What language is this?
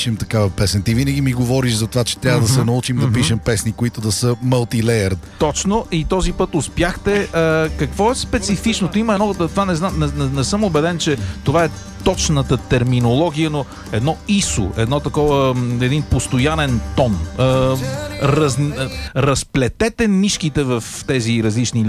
Bulgarian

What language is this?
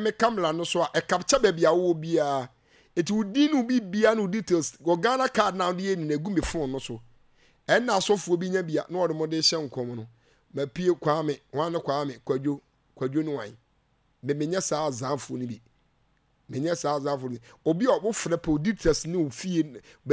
Akan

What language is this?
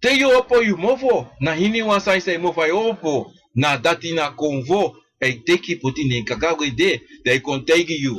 Sranan Tongo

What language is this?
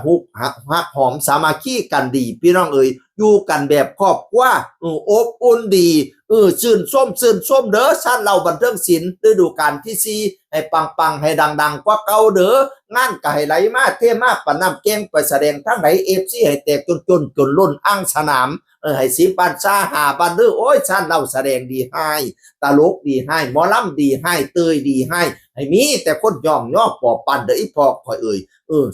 Northeastern Thai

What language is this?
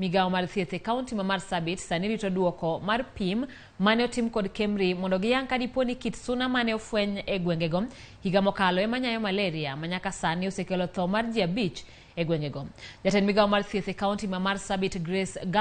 Luo (Kenya and Tanzania)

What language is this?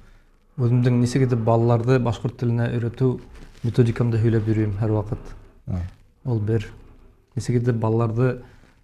Bashkir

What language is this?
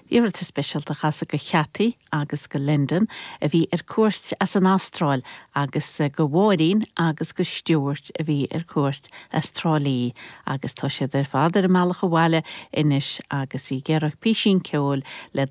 Irish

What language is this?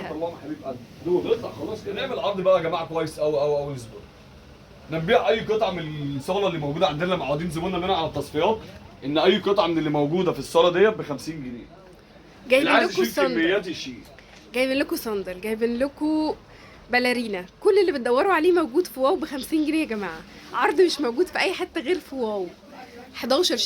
Egyptian Arabic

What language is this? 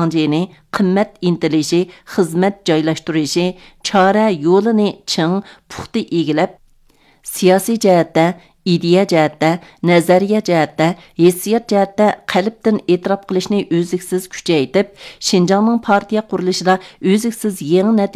Uyghur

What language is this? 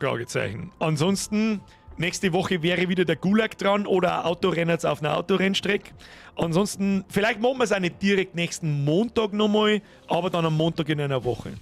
Bavarian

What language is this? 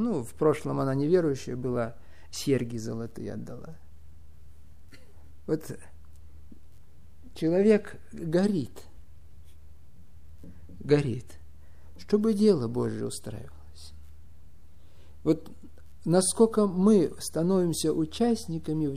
Russian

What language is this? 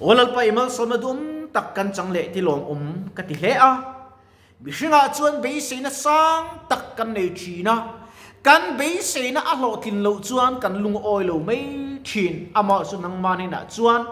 Mizo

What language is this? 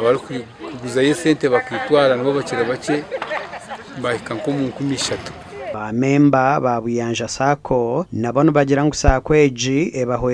Nyankole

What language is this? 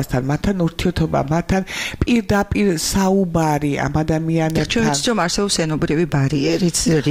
Georgian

